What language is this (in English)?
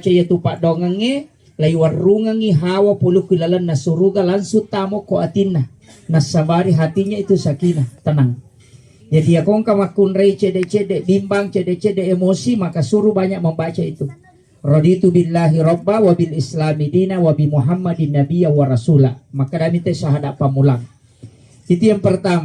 Buginese